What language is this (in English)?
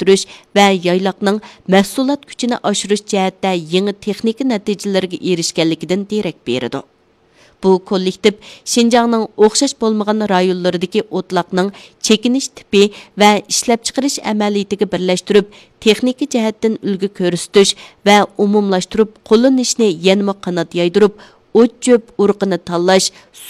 Uyghur